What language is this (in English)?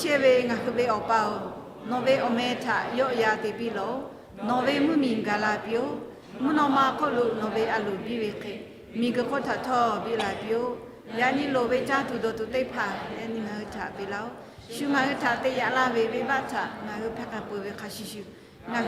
Lahu